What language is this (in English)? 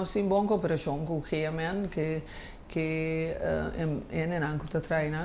Papiamento